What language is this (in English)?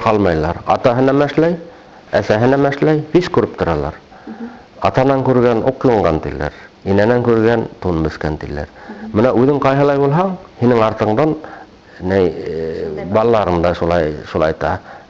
Bashkir